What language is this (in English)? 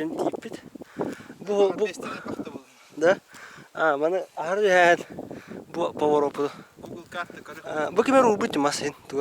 Yakut